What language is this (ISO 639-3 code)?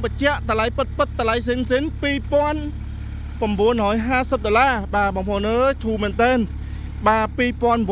khm